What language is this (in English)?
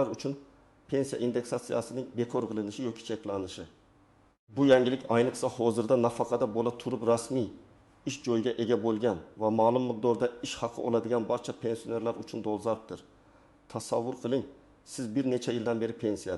Uzbek